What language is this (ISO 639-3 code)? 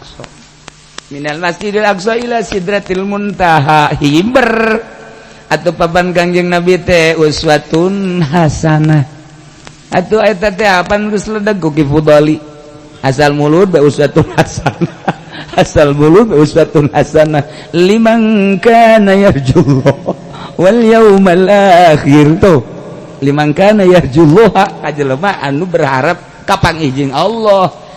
sun